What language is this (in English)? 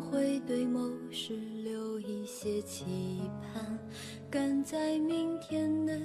Chinese